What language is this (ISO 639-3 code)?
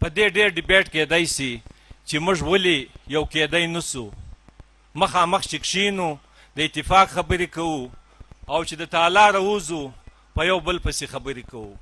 pus